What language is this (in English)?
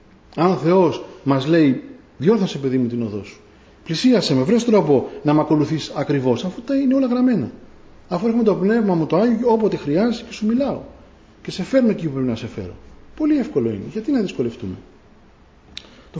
Greek